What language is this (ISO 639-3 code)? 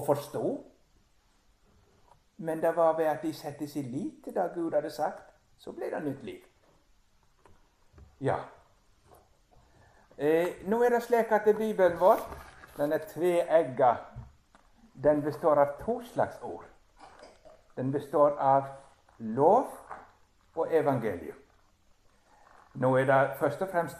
nor